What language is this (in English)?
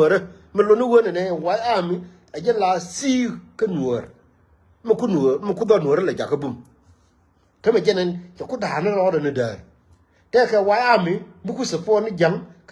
Nuer